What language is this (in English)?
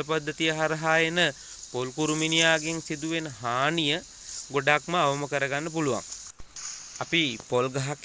Sinhala